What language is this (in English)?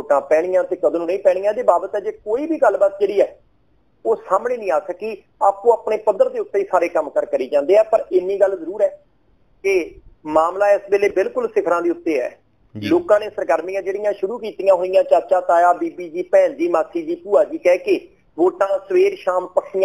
Punjabi